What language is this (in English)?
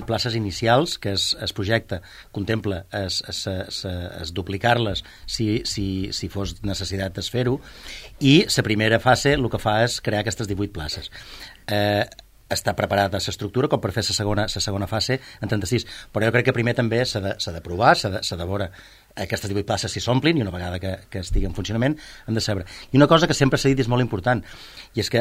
Catalan